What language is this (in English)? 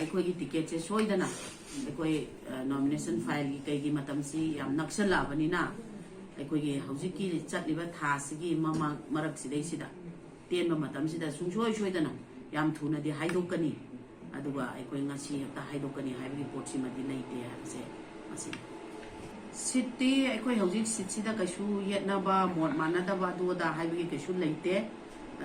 Manipuri